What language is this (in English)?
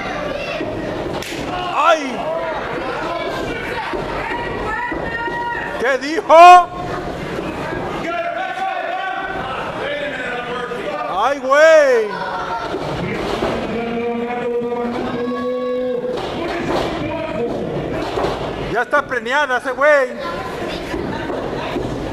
Spanish